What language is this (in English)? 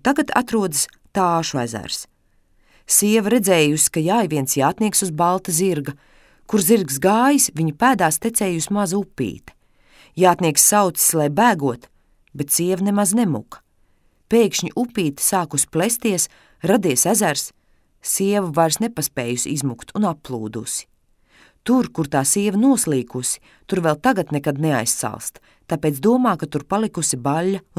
Latvian